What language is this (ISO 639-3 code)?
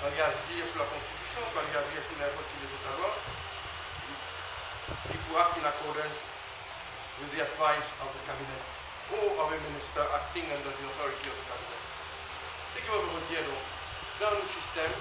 mfe